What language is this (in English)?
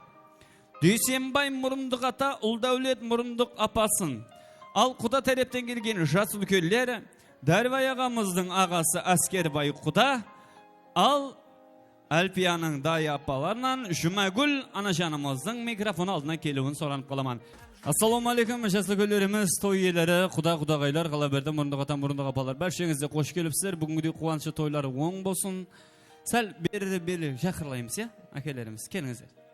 Kara-Kalpak